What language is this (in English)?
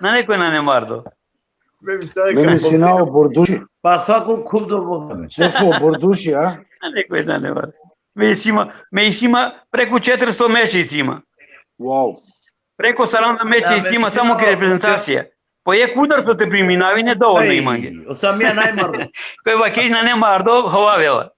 Balkan Romani